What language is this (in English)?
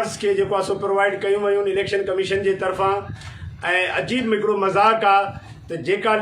Sindhi